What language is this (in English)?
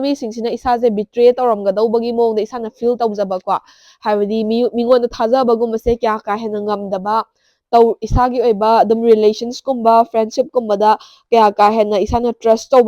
Manipuri